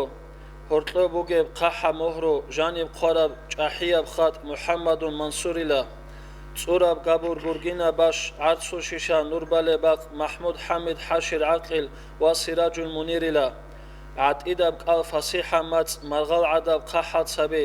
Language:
Avaric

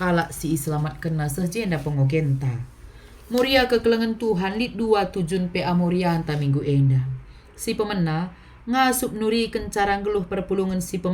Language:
Batak Karo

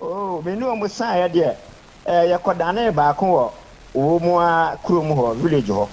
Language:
Akan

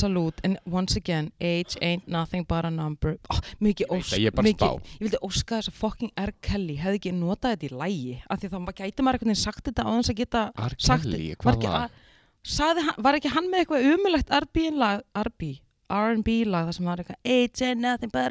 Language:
Icelandic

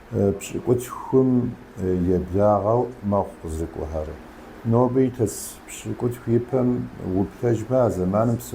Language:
Kabardian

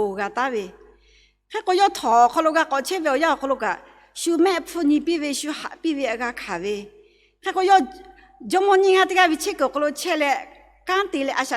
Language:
Lahu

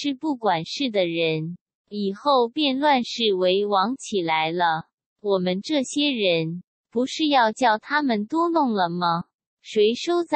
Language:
Chinese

